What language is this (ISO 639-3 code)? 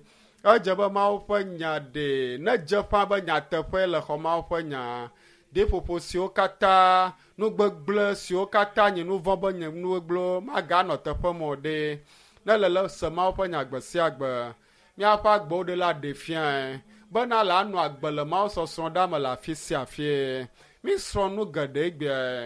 ewe